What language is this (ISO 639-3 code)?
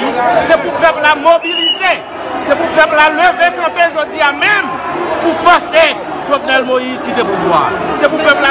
hat